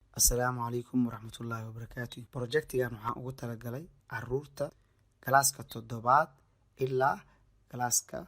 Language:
Somali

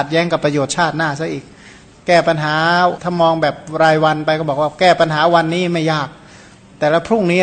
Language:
Thai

